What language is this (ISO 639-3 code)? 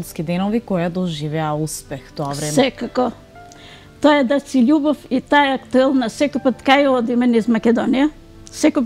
mkd